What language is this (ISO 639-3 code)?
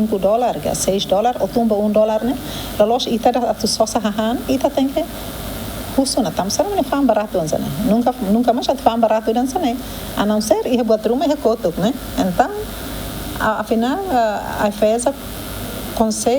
tet